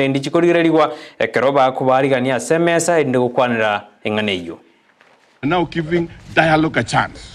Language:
Gusii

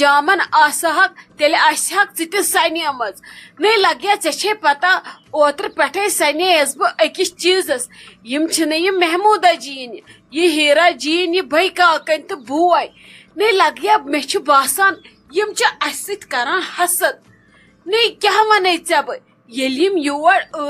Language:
Kashmiri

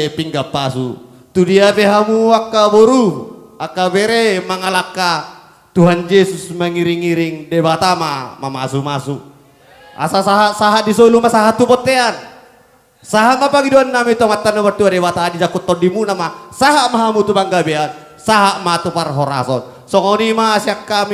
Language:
Batak Toba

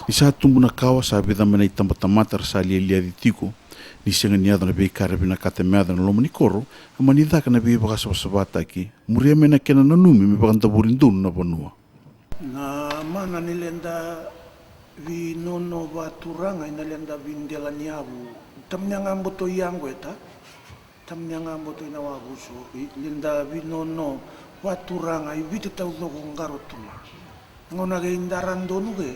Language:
Fijian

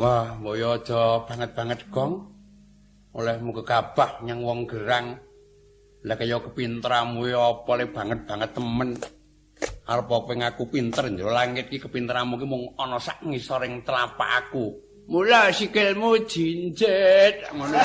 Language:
Javanese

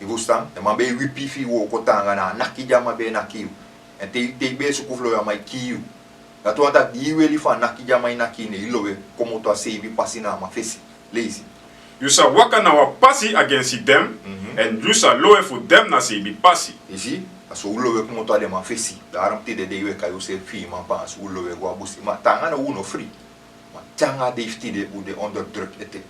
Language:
Sranan Tongo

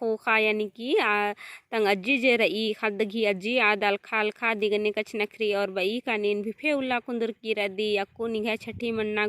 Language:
Kurukh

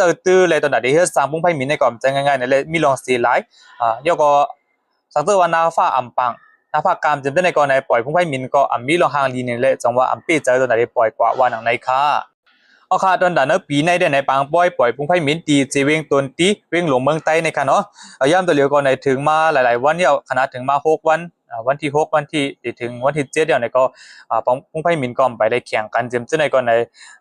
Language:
Shan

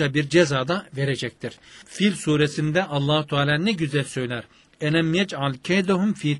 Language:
Turkish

